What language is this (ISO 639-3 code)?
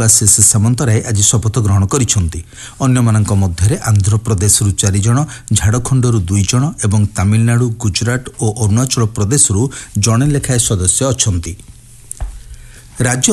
ori